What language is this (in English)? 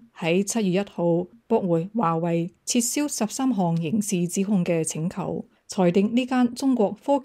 Cantonese